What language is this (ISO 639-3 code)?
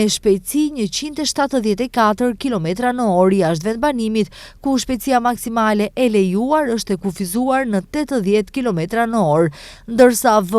sqi